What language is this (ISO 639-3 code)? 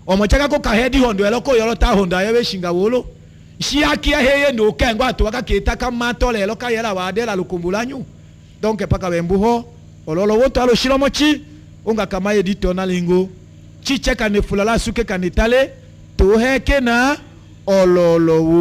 tll